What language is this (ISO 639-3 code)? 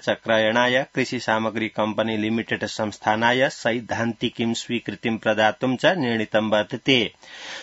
san